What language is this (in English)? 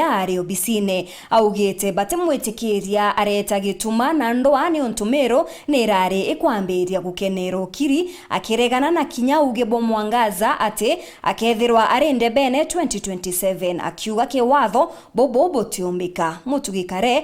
Meru